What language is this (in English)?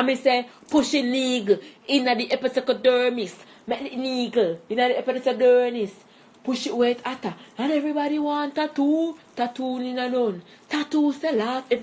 Jamaican Creole English